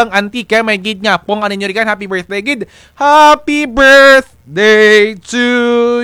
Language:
Kinaray-a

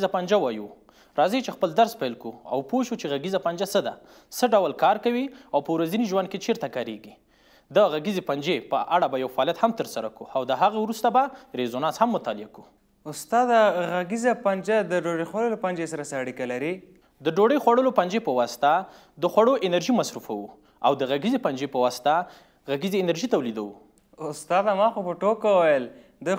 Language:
Pashto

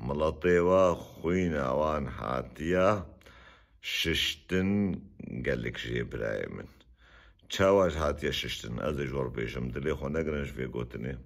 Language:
Kurdish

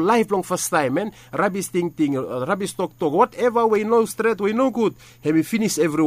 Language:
Bislama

